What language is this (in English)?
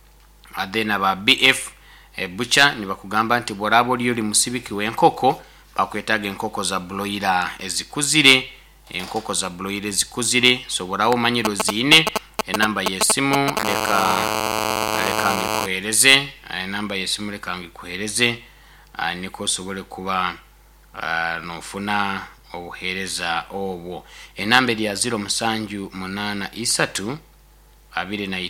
Nyoro